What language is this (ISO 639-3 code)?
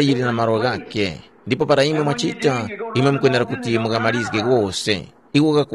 tum